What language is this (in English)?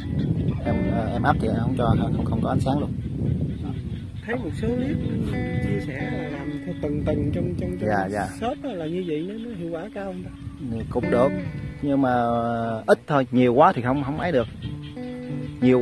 Vietnamese